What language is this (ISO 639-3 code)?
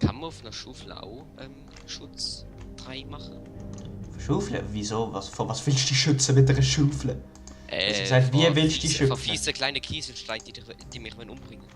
gsw